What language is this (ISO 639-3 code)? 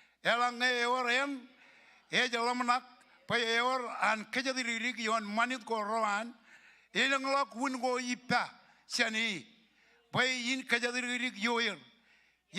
mah